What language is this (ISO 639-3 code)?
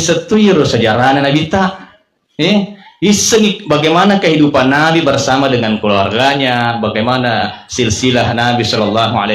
bug